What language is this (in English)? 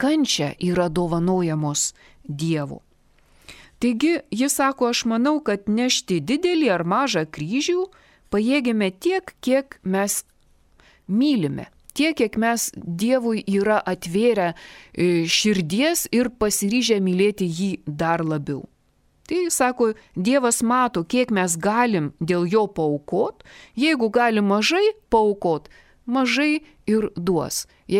Lithuanian